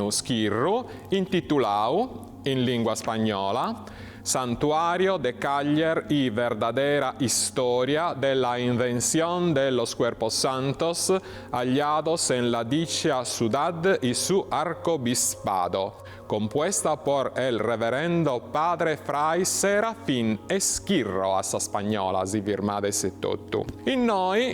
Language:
Sardinian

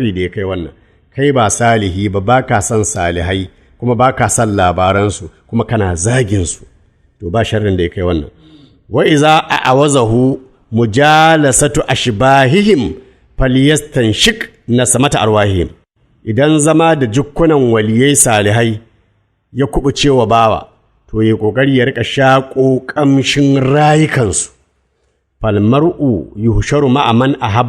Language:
Hausa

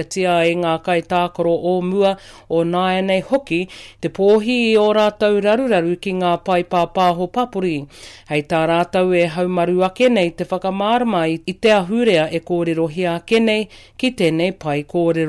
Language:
Māori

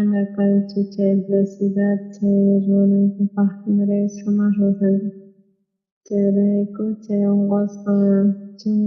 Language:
South Bolivian Quechua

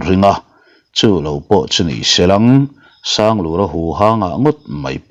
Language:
Mizo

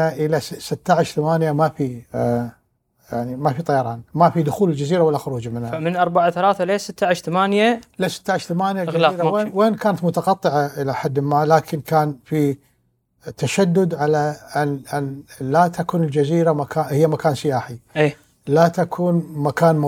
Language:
Gulf Arabic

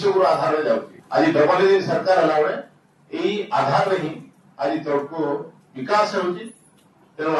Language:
Odia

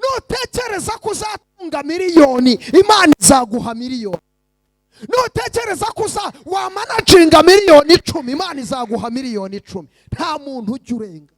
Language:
Kinyarwanda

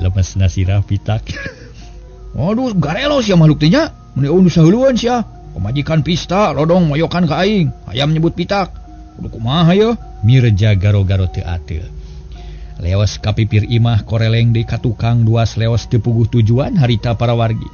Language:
Sundanese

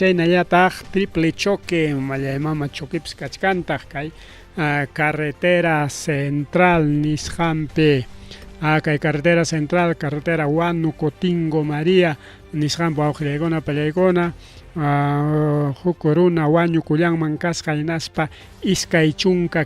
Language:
Ayacucho Quechua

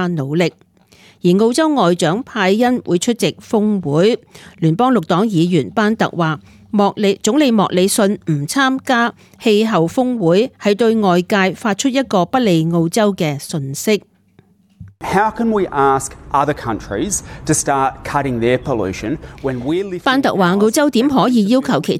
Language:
Cantonese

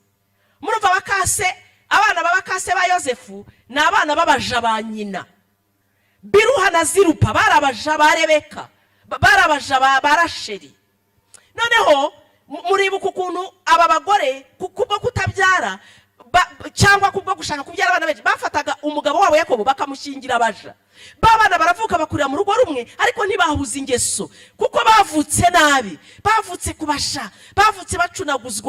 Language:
Kinyarwanda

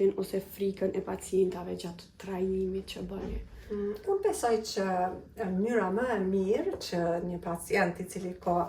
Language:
Albanian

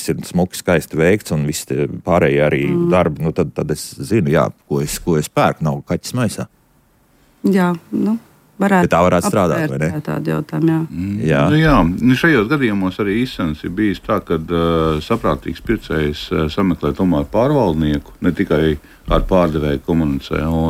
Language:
Latvian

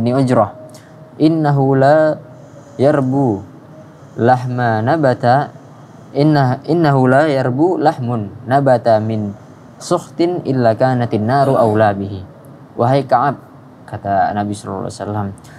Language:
Indonesian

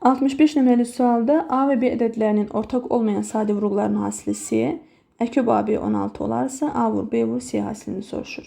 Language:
Azerbaijani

